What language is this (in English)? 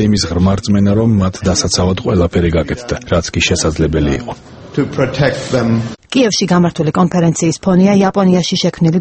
Georgian